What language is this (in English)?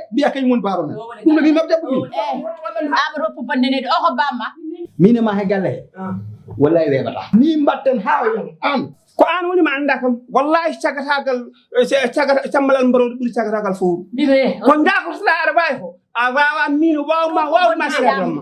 Fula